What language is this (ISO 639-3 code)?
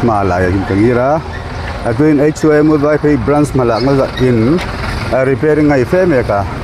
hmr